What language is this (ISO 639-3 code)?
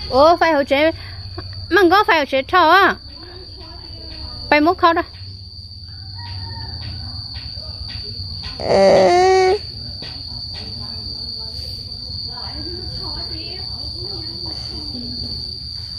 vie